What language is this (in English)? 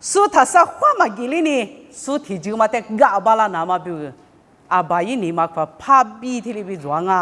Lisu